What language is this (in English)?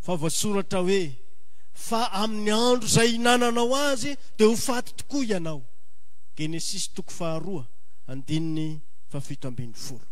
Malagasy